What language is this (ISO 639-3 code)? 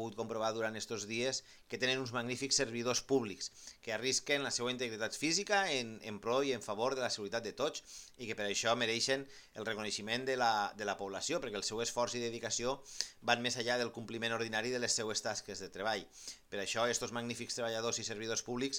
cat